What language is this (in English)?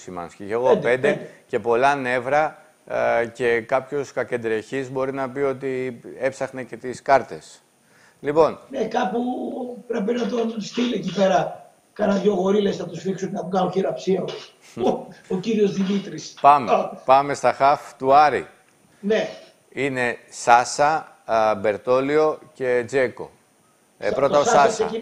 Greek